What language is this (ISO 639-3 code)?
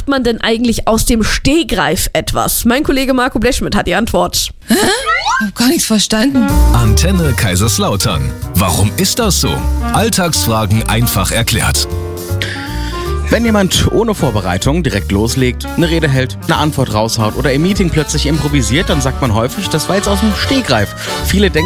deu